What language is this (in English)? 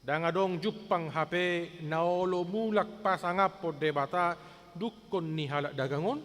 Batak Toba